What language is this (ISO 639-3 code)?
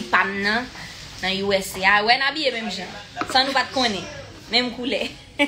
hat